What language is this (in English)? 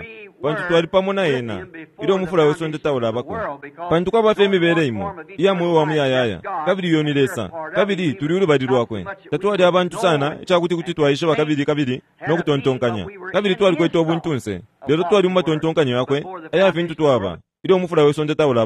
Bemba